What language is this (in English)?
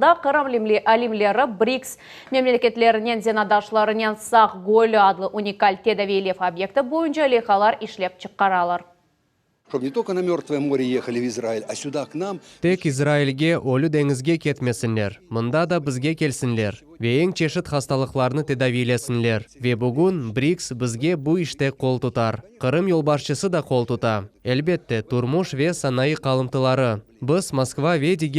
Crimean Tatar